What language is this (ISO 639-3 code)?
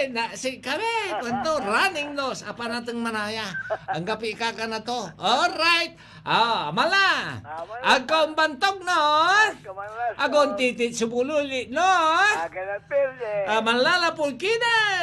pag